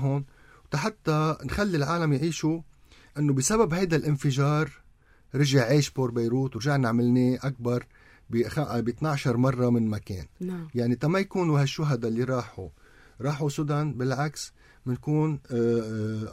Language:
North Levantine Arabic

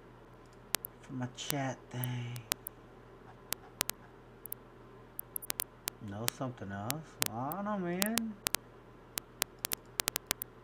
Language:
English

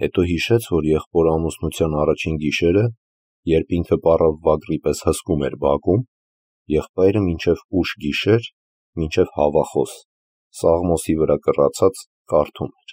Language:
Armenian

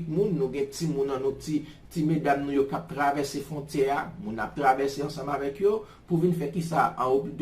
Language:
Haitian Creole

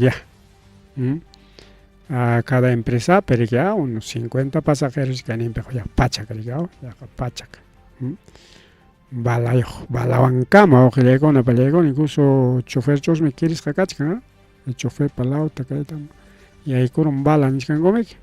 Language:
Ayacucho Quechua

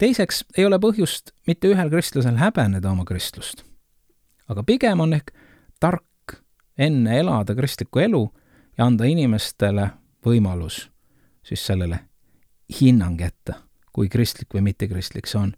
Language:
Estonian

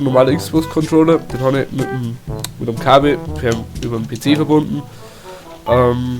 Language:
Bavarian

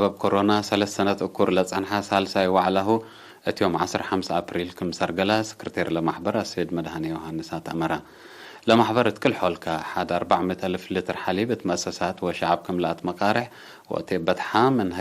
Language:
Tigre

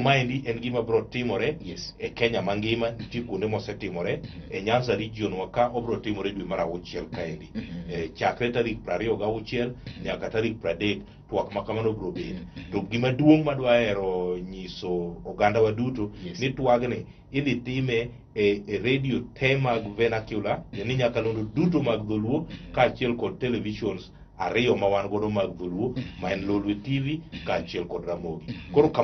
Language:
Luo (Kenya and Tanzania)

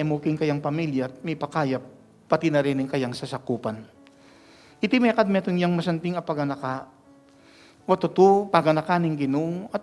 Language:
Pampanga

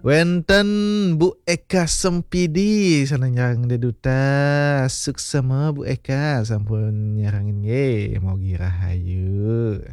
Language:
Balinese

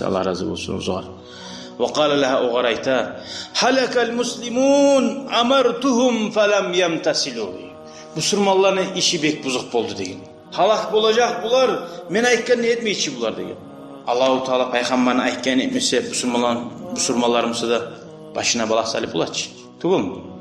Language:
Kumyk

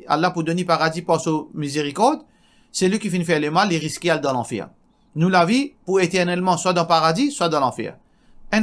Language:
Morisyen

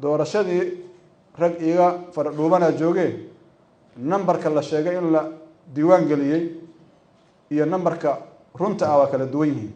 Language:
Somali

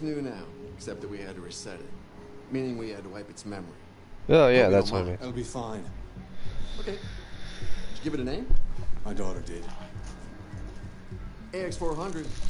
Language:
English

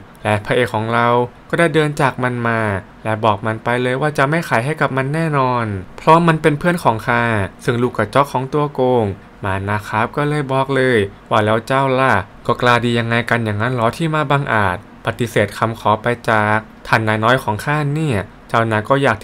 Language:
Thai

